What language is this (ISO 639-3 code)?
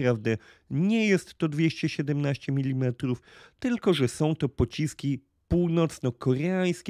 pol